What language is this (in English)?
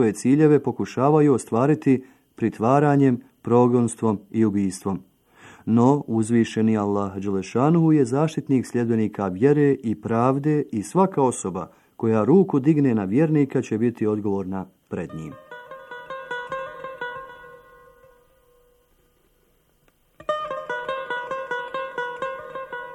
Bosnian